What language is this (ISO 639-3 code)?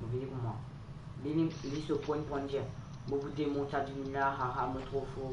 mfe